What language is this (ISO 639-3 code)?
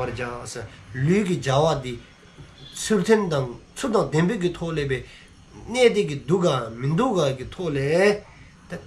dzo